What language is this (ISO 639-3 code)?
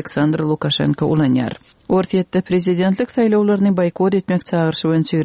kir